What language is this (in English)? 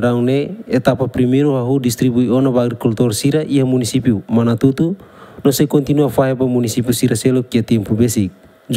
Tetum